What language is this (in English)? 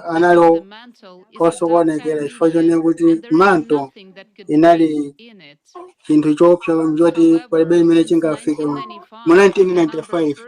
Nyanja